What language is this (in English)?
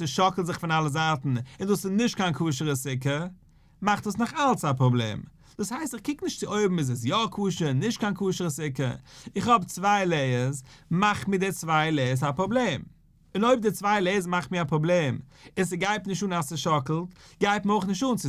Yiddish